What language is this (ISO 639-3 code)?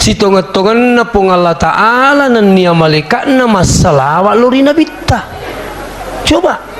bug